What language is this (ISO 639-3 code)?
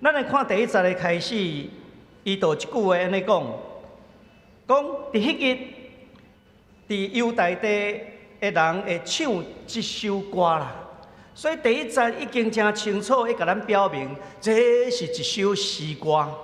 nan